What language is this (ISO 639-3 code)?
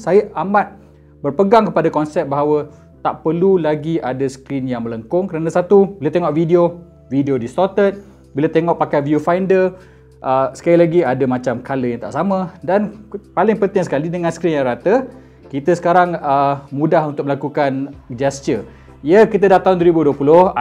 msa